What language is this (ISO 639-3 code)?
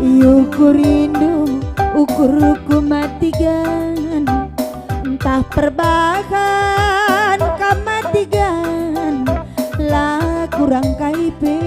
btx